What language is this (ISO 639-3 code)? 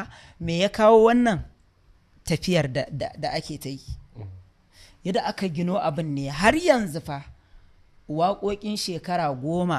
hau